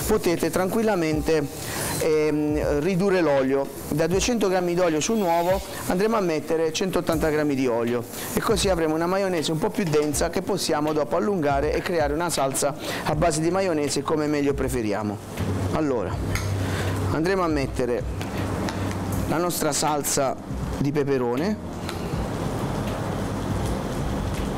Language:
Italian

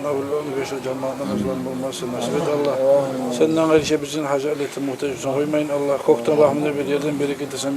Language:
Kumyk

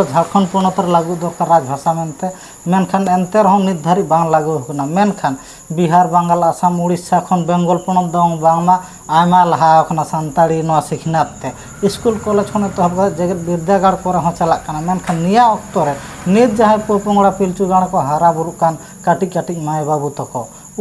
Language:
Santali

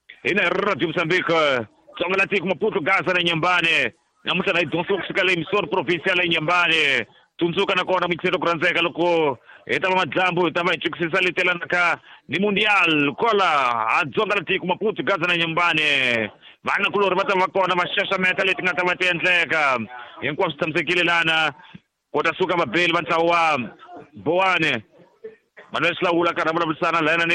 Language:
Tsonga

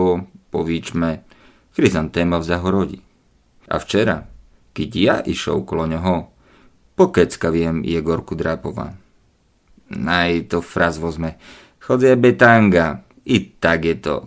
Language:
Slovak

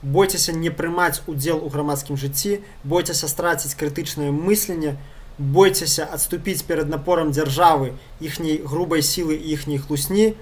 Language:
Belarusian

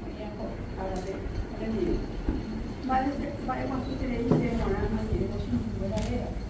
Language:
Guarani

